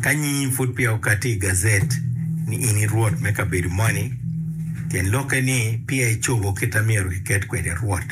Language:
Acoli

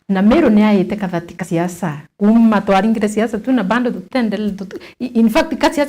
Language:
Meru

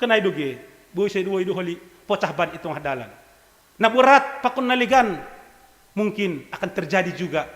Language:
Batak Simalungun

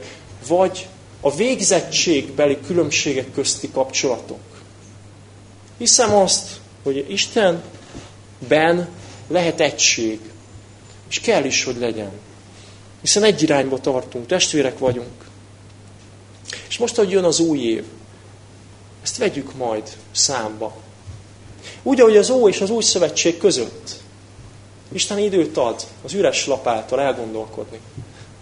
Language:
Hungarian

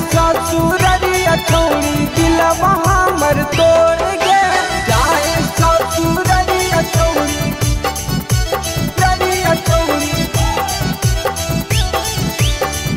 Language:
Bhojpuri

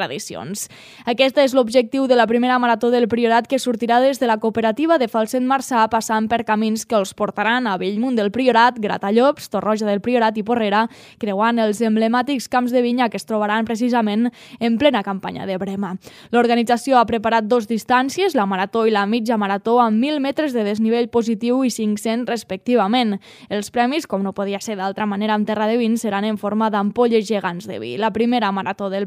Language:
Catalan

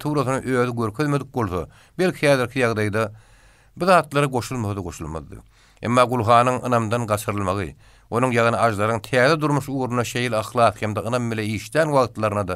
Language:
Turkmen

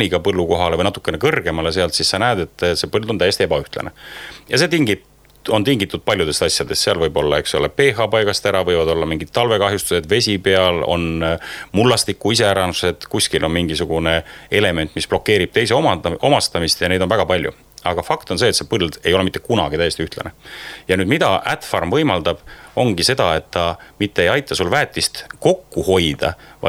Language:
Estonian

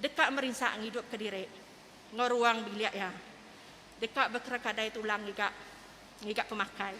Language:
Iban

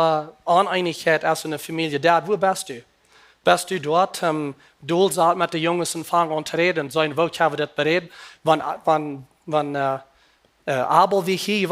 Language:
Plautdietsch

